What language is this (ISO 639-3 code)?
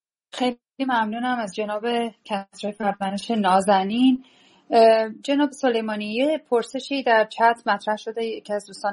fas